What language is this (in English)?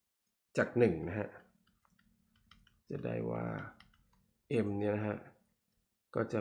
Thai